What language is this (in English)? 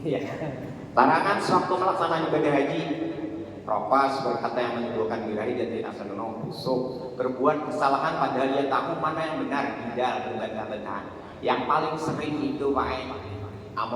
Banjar